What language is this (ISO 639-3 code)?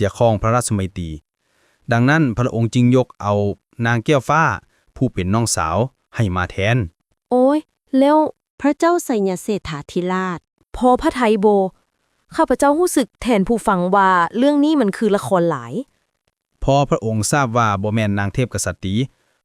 lao